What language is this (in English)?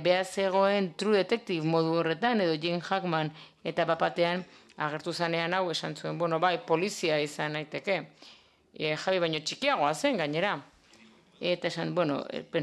Basque